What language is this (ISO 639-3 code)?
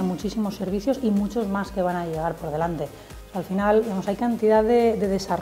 spa